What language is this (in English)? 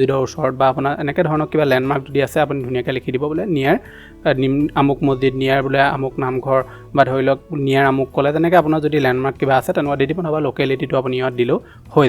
Assamese